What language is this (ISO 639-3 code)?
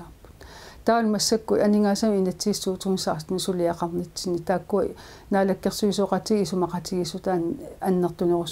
kal